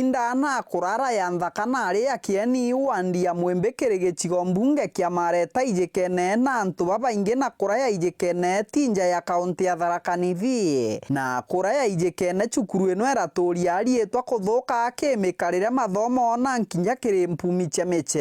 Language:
Meru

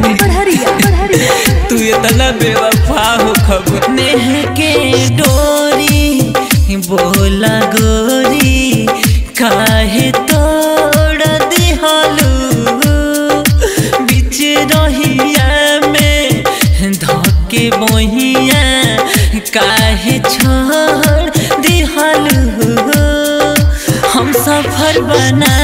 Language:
Bhojpuri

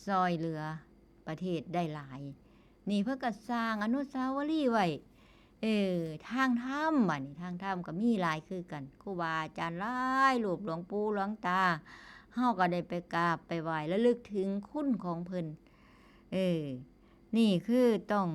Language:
Northeastern Thai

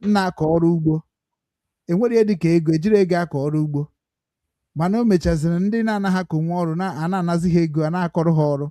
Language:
Igbo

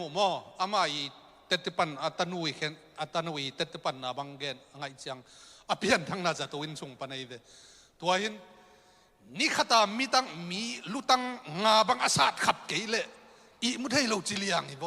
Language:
Tedim Chin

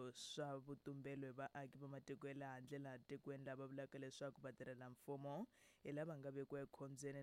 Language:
Tsonga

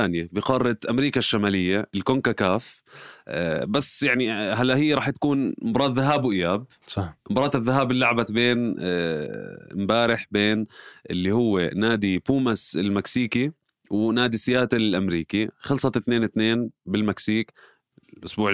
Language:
North Levantine Arabic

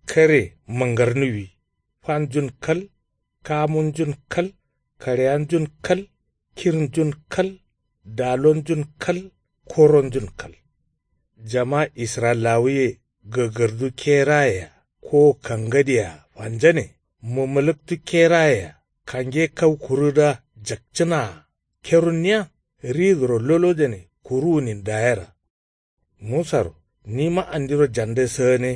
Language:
Kanuri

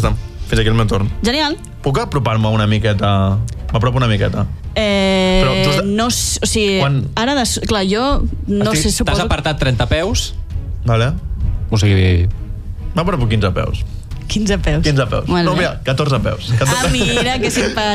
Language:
Catalan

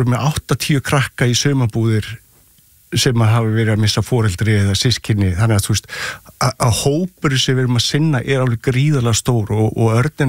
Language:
Icelandic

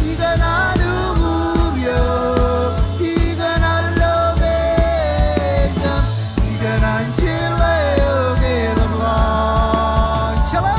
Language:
Marshallese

